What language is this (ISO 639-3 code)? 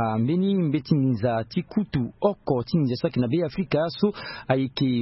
sag